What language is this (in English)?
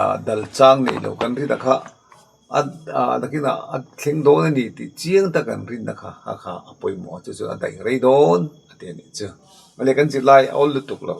Mizo